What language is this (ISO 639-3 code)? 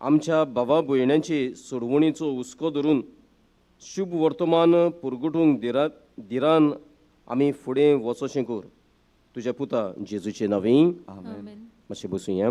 kok